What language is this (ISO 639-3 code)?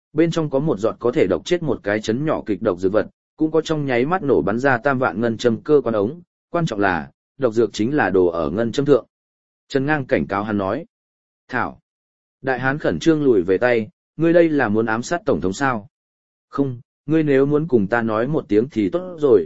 vie